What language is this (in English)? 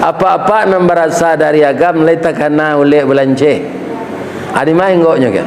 Minangkabau